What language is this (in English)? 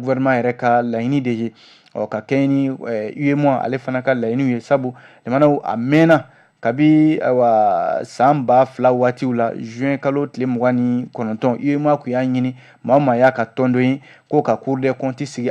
Bambara